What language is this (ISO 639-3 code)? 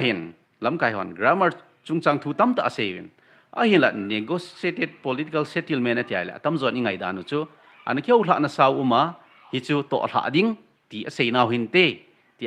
tcz